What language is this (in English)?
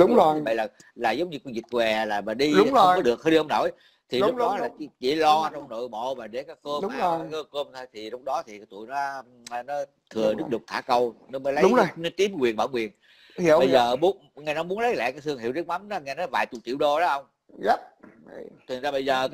Vietnamese